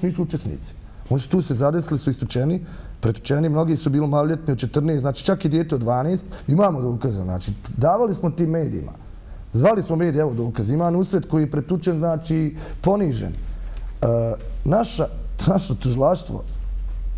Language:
Bosnian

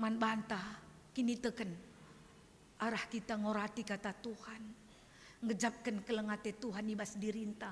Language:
Batak Karo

